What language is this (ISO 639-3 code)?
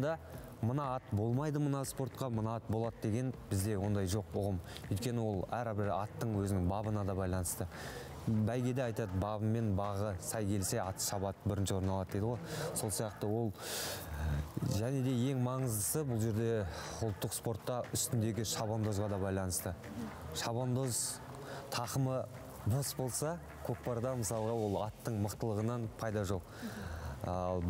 kaz